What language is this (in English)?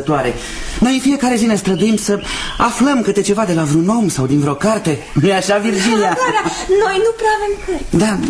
Romanian